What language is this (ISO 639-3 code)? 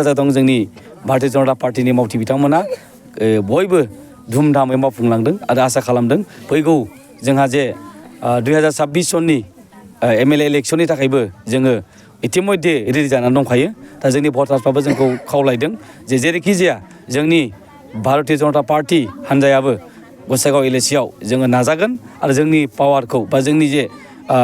brx